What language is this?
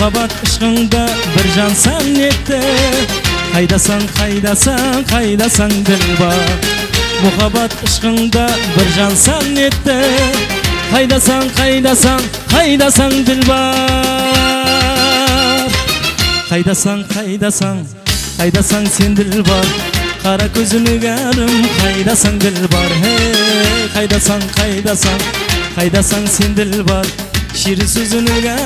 Kara-Kalpak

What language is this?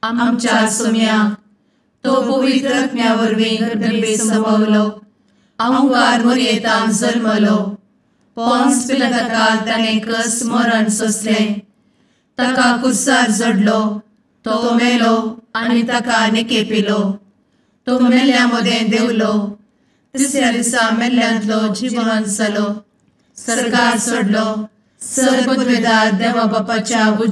Konkani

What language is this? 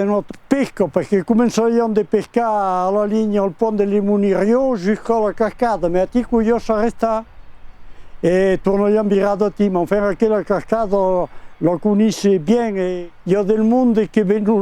Occitan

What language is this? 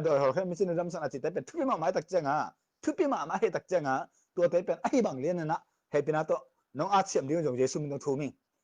Tedim Chin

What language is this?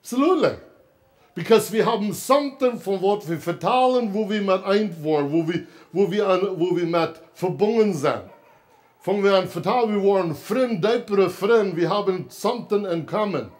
Plautdietsch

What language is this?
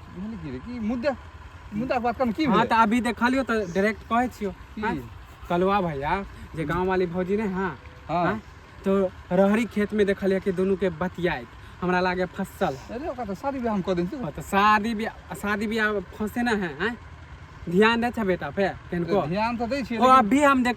Maithili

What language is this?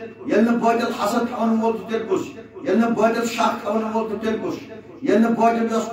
Kashmiri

